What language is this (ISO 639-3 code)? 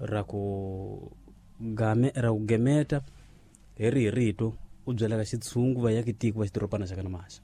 tso